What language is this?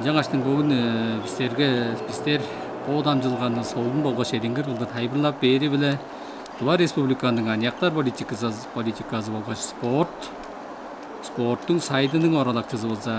Tuvinian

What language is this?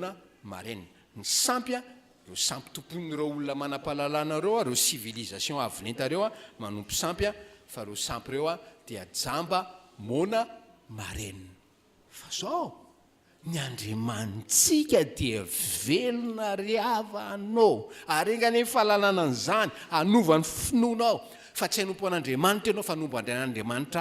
Malagasy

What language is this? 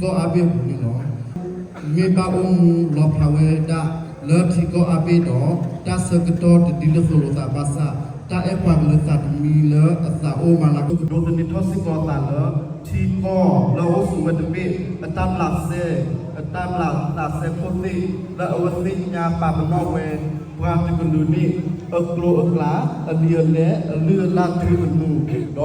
S'gaw Karen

